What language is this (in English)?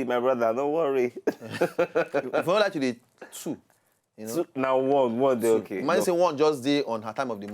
Nigerian Pidgin